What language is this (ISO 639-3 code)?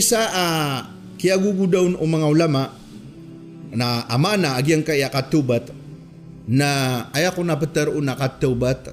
mrw